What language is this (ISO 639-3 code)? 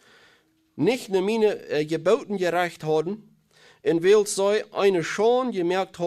pdt